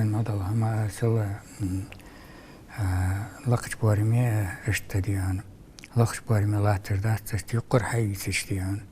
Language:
Ingush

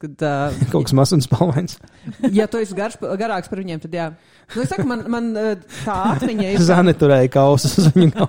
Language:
Latvian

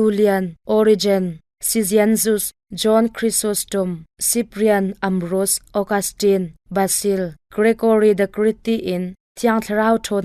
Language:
Hakha Chin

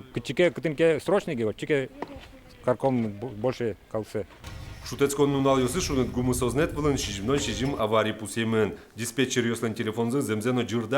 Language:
Udmurt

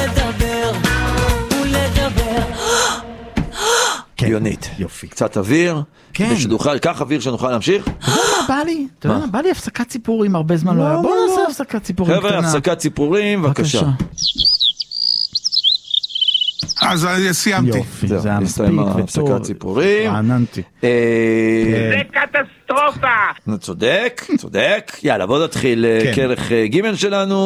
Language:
Hebrew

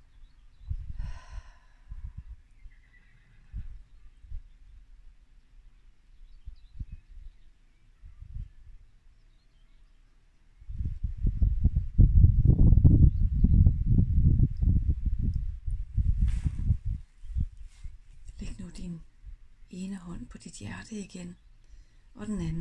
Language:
Danish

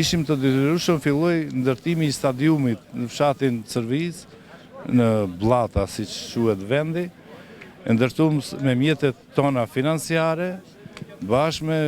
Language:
Albanian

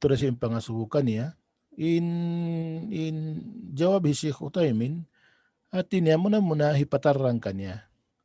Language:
Tausug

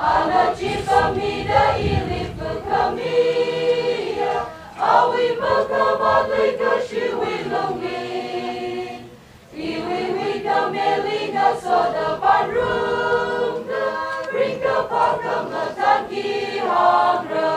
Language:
Tangkhul Naga (India)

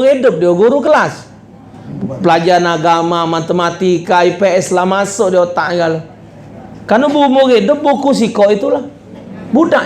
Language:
Musi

